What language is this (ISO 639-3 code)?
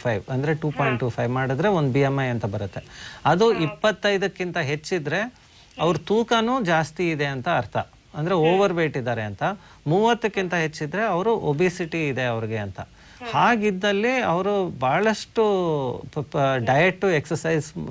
kan